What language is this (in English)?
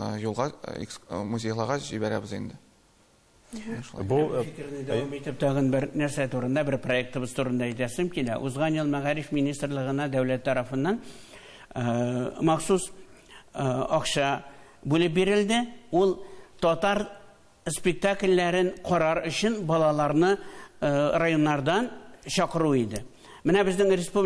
Tatar